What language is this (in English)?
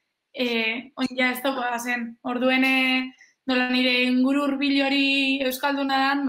Basque